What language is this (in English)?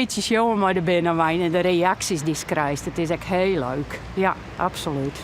Western Frisian